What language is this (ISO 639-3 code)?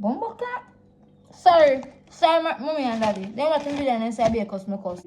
jam